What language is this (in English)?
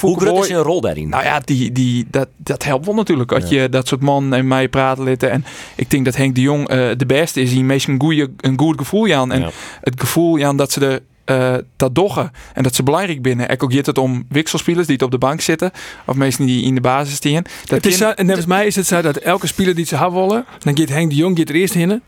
Western Frisian